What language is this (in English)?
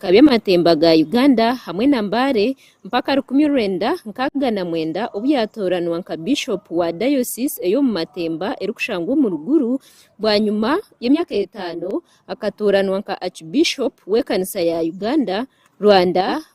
Nyankole